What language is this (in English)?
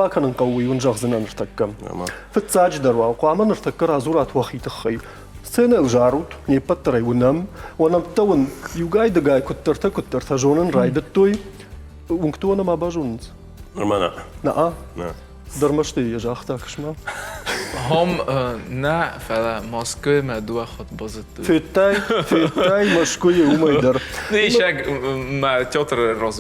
Ossetic